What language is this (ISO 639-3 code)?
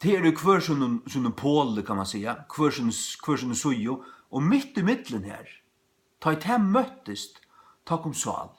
fao